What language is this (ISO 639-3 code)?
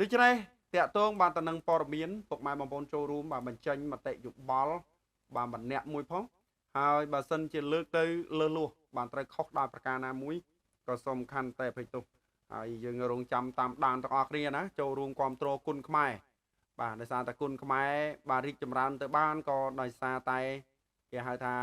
khm